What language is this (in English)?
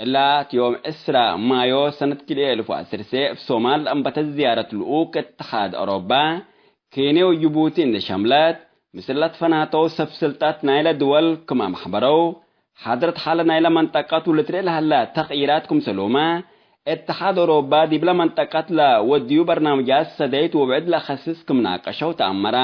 Tigre